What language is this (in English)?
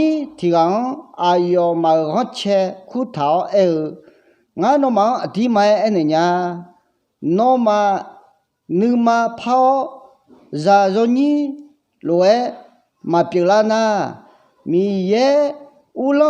Akha